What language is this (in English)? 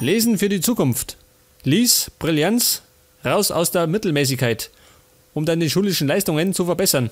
Bavarian